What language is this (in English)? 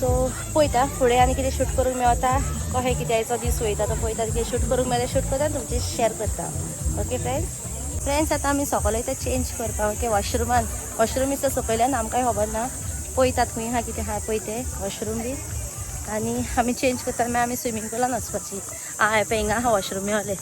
Konkani